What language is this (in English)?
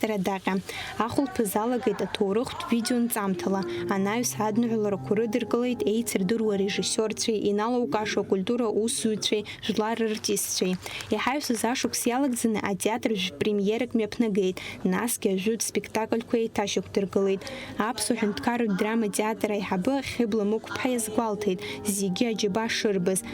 Abkhazian